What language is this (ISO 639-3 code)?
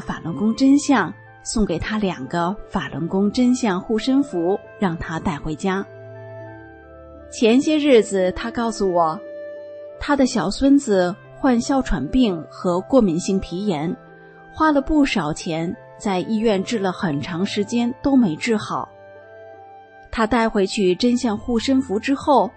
zho